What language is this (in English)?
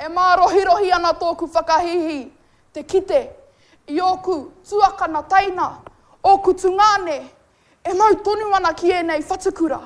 Māori